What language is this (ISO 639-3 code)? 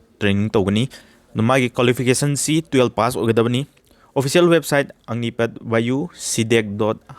mni